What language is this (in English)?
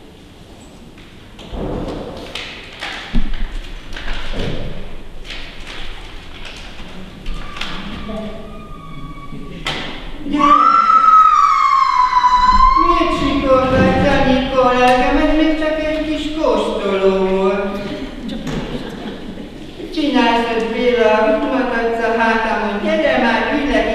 Hungarian